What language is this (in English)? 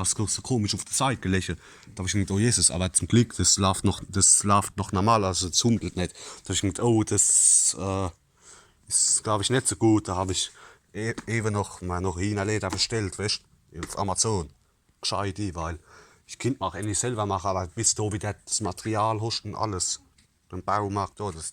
Palatine German